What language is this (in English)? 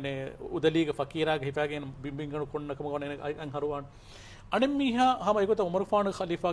Divehi